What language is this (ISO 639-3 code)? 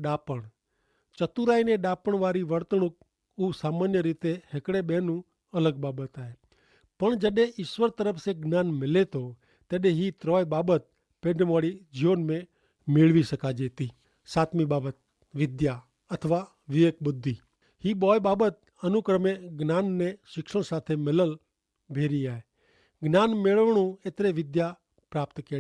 kfr